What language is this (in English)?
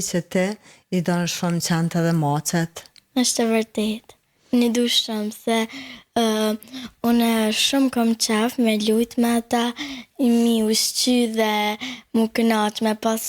Albanian